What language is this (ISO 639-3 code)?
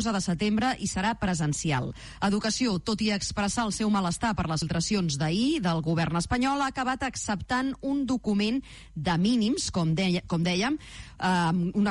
cat